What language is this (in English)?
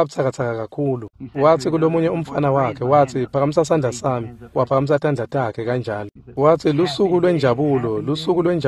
Swati